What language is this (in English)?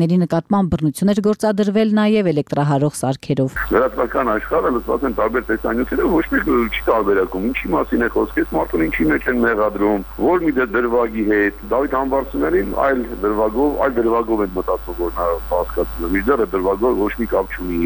Armenian